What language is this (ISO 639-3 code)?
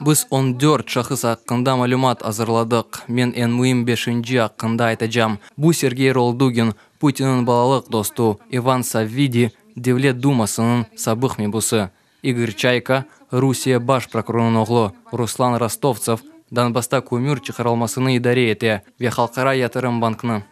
crh